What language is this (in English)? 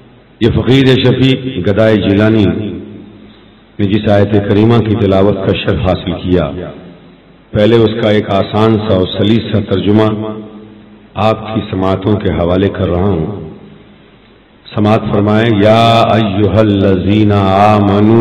Urdu